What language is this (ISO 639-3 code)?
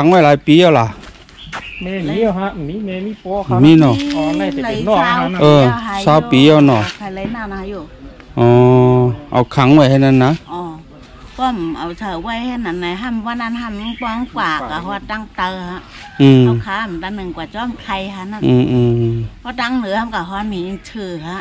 shn